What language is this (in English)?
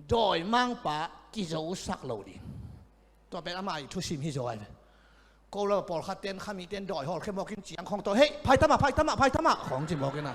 Tedim Chin